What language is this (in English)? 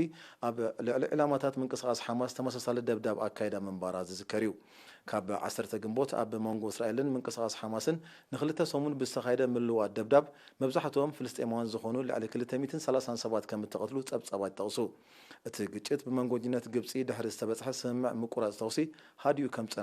Tigrinya